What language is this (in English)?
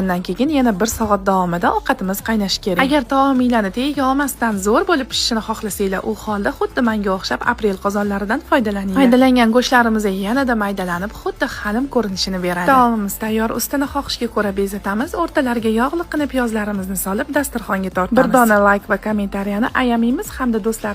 Uzbek